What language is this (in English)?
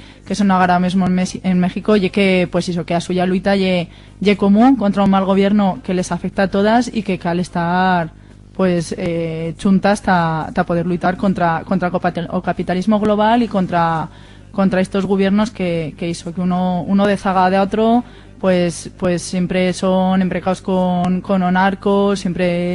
Aragonese